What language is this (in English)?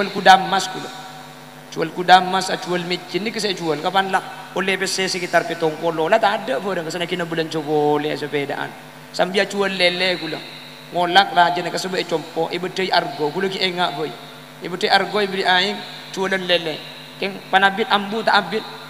Madurese